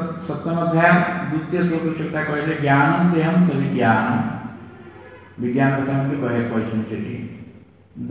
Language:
Odia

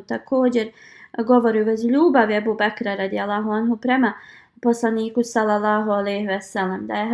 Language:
Bosnian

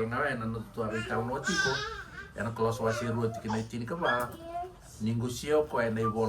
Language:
Fijian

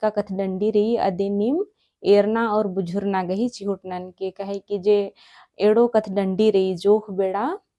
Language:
Kurukh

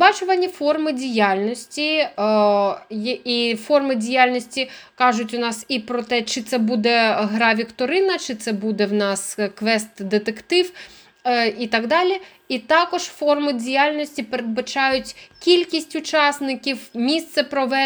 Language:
Ukrainian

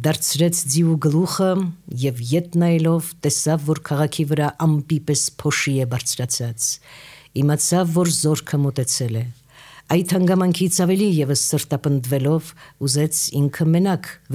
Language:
Armenian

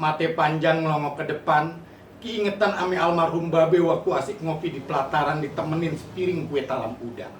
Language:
Betawi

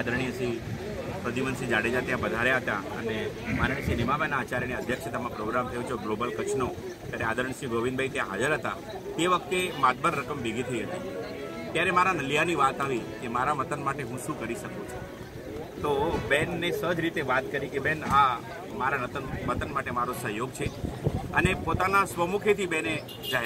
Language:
Gujarati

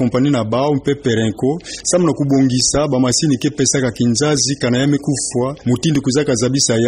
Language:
Kituba (Democratic Republic of Congo)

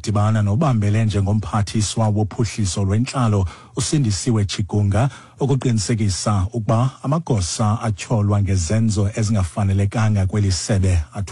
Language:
Xhosa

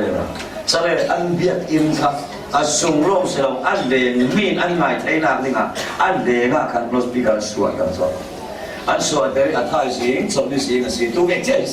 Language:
Falam Chin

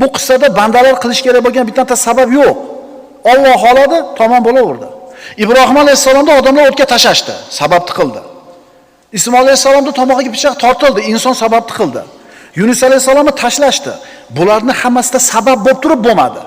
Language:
Uzbek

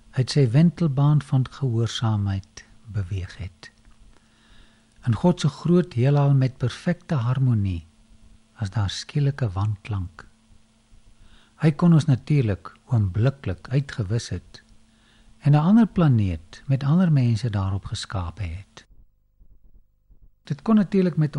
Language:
Afrikaans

